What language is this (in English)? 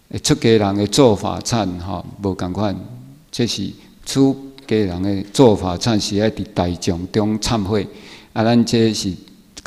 Chinese